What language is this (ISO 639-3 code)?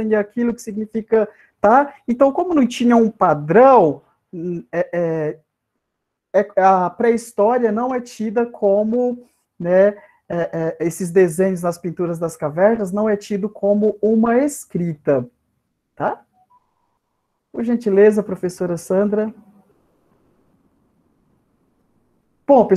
por